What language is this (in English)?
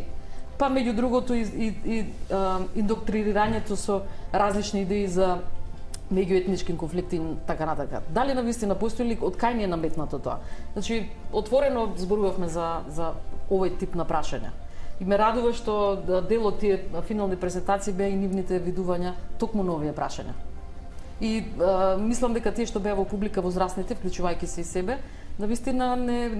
Macedonian